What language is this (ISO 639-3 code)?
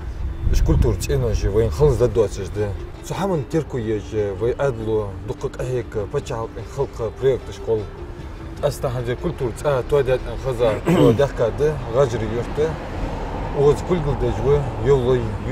inh